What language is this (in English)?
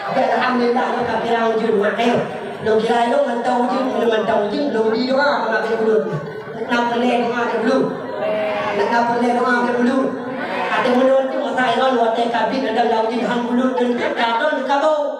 Achinese